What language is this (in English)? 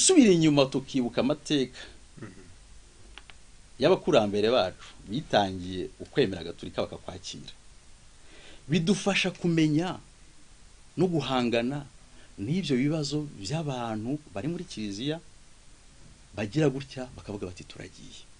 Kinyarwanda